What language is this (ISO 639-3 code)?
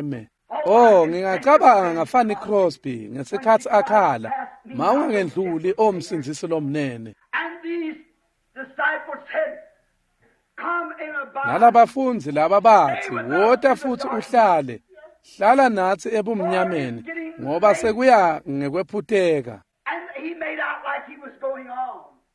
ssw